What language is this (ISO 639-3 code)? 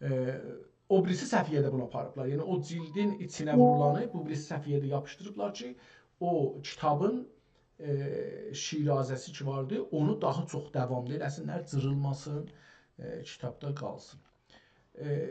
azb